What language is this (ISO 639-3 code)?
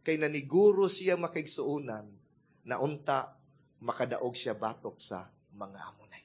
ceb